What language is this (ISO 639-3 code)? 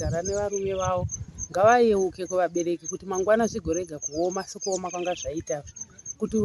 sna